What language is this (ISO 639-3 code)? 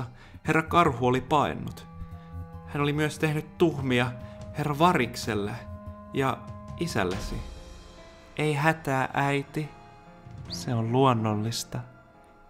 fin